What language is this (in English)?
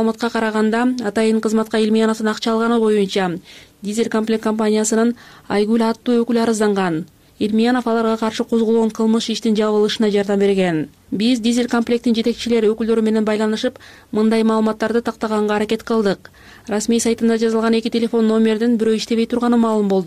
Kyrgyz